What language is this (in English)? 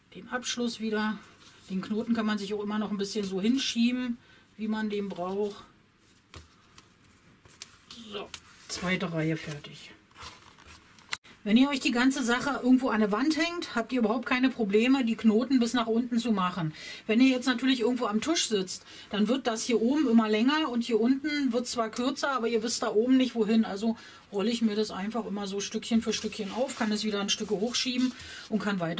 German